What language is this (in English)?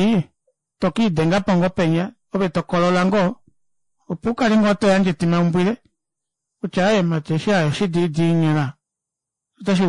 Kuanyama